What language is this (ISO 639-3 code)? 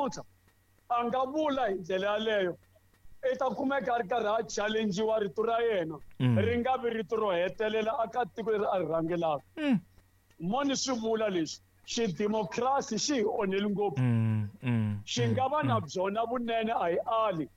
tso